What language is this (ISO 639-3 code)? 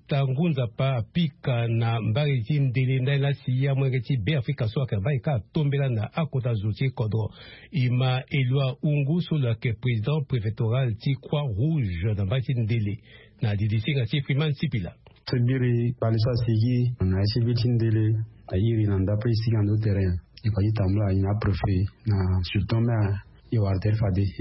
sag